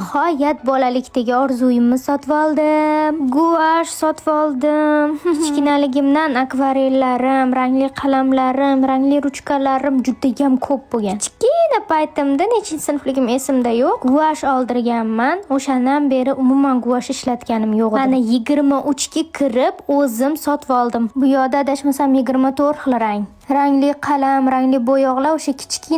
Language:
Uzbek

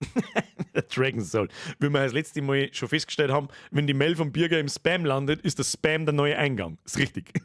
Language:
Bavarian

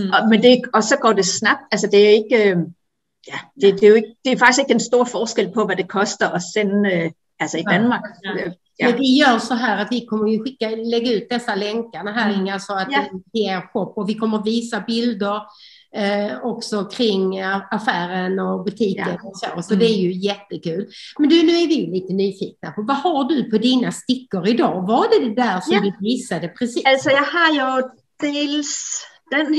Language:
Swedish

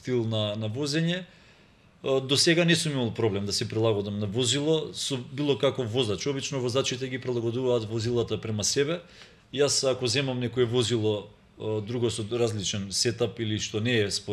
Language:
Macedonian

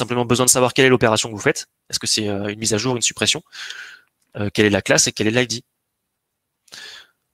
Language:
French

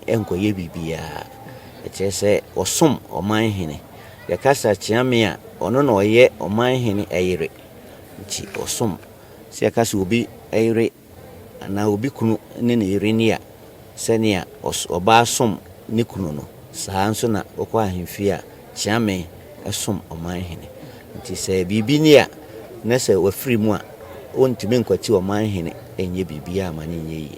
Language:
Akan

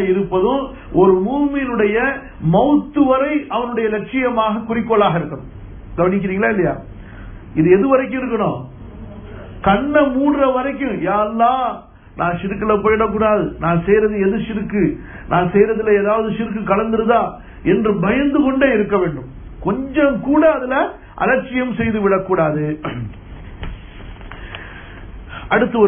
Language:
Tamil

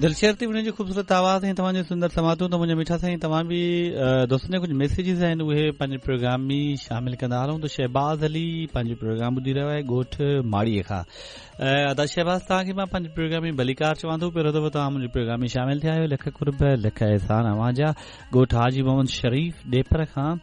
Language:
Sindhi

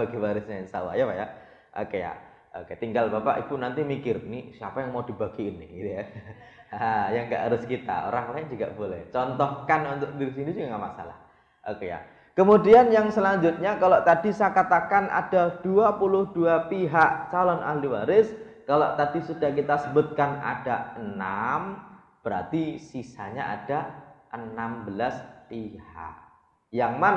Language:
Indonesian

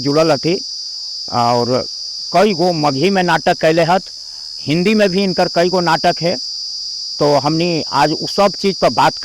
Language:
Magahi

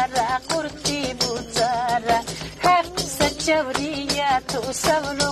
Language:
Lak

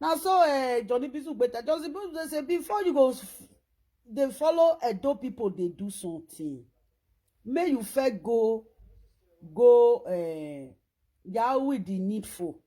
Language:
Nigerian Pidgin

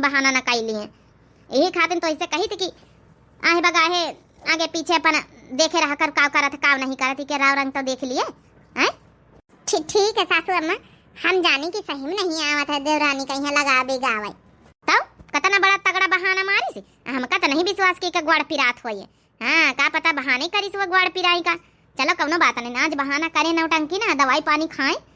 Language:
Awadhi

